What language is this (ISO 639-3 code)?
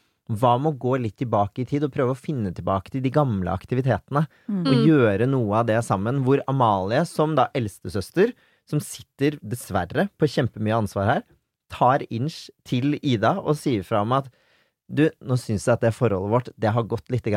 nor